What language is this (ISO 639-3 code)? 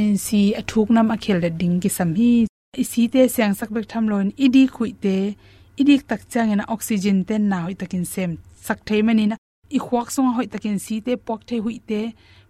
ctd